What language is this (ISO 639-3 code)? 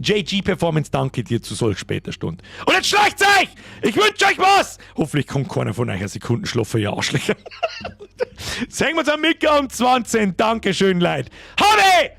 bar